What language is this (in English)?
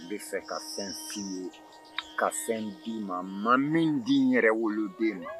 Bambara